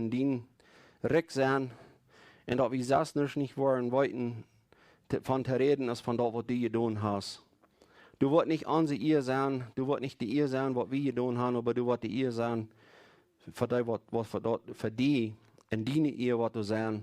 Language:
Plautdietsch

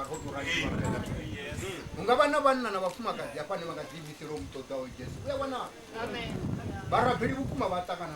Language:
Venda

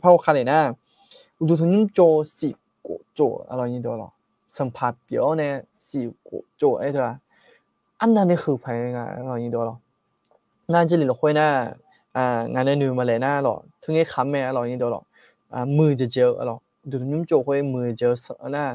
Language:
Akha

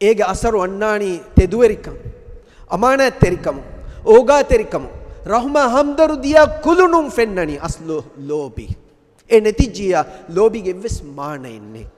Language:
Divehi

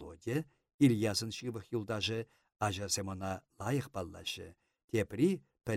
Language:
Chuvash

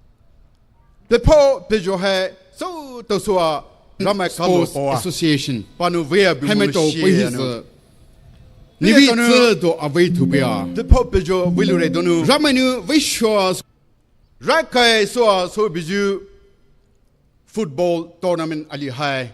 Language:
Poumei Naga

